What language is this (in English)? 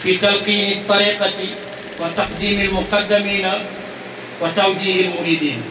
Wolof